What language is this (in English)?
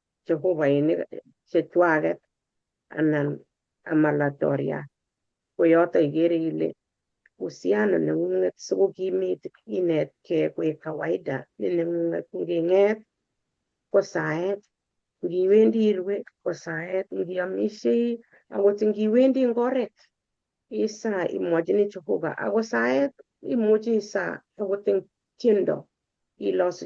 Kalenjin